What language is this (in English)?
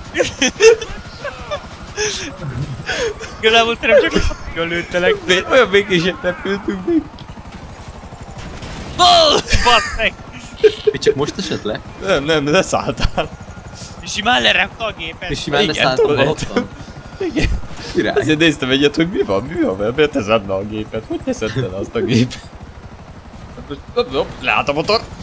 Hungarian